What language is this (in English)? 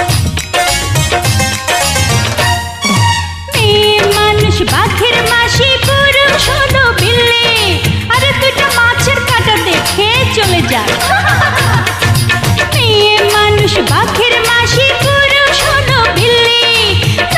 Bangla